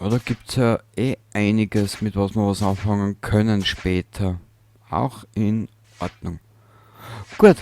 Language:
Bavarian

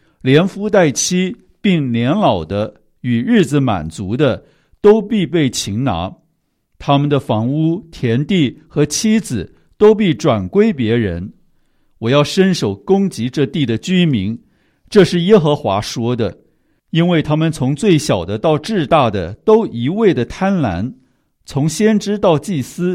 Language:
Chinese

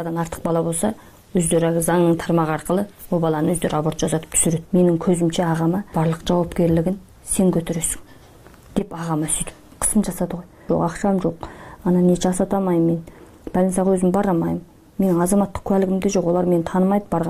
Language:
Kyrgyz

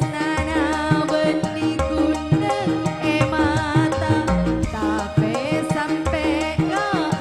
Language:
Madurese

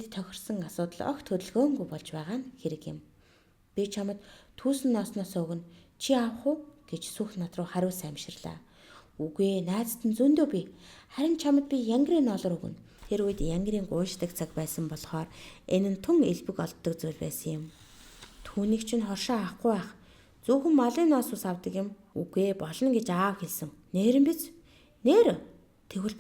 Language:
Mongolian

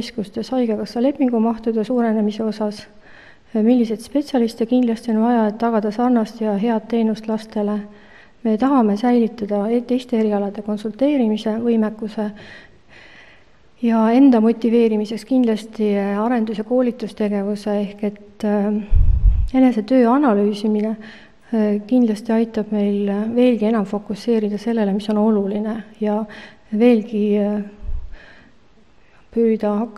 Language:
Estonian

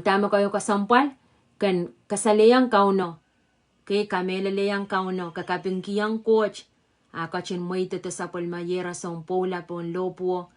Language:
Pohnpeian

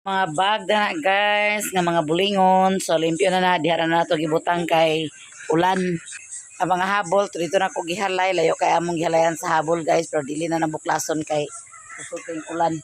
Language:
Cebuano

